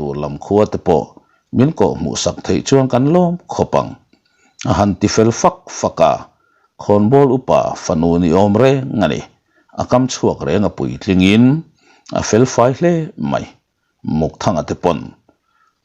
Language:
Mizo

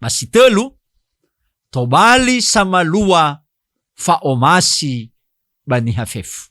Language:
Nias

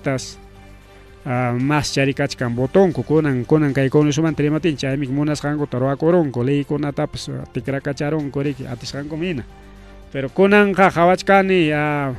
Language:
Ayacucho Quechua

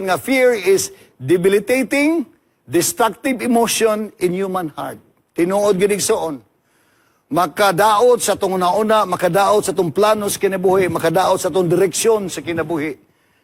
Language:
Cebuano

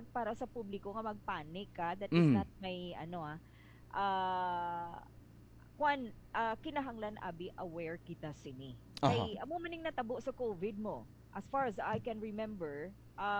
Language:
Hiligaynon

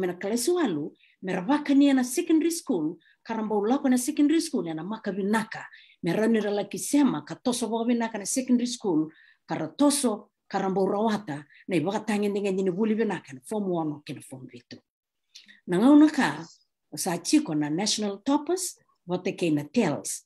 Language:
Fijian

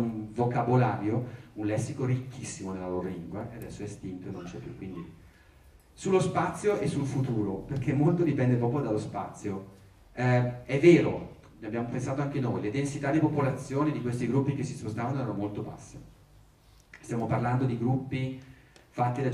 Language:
Italian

